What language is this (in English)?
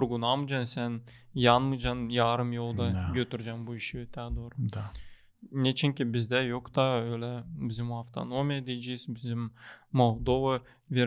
Gagauz